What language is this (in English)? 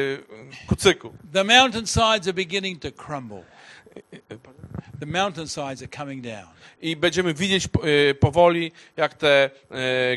Polish